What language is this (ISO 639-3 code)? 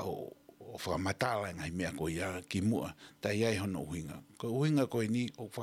ton